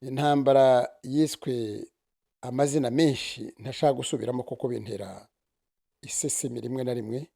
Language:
Kinyarwanda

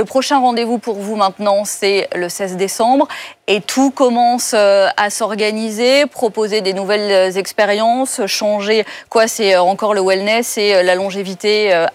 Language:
French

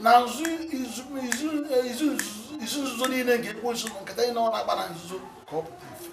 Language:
Igbo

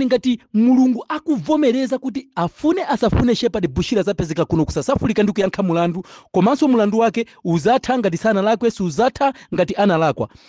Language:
Nyanja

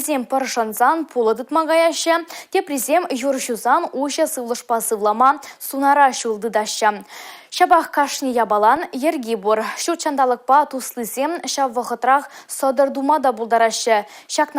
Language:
Chuvash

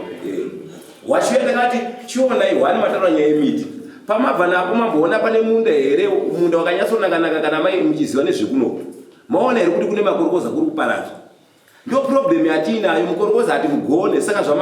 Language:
Shona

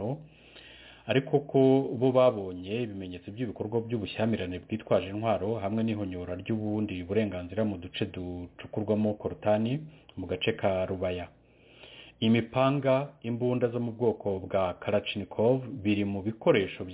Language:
Kinyarwanda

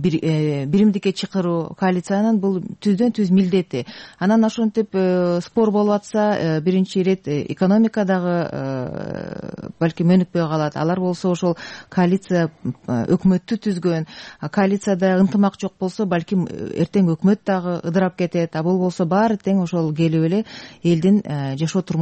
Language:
Kyrgyz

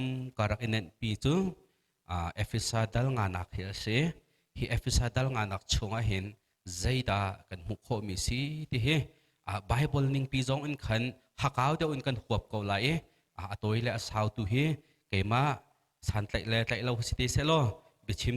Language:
Hakha Chin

